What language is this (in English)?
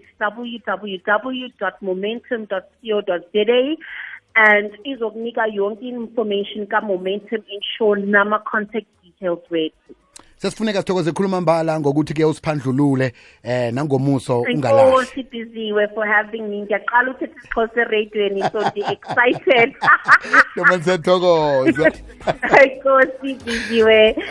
South Ndebele